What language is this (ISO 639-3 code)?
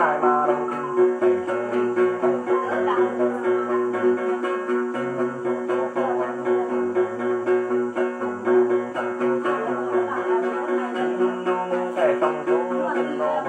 vie